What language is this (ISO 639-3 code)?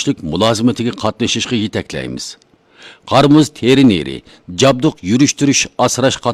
uig